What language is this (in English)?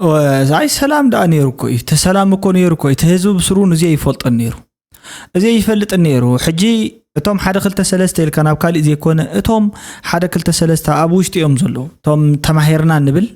Tigrinya